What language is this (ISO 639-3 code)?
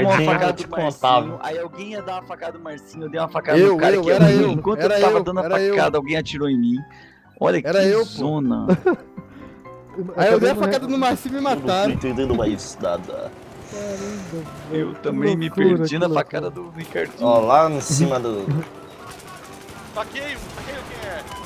por